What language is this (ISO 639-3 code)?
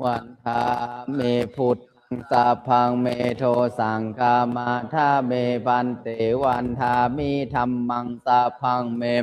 pli